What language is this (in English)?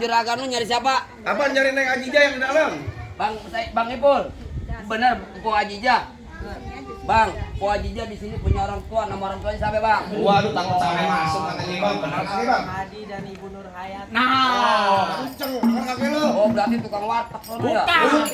Betawi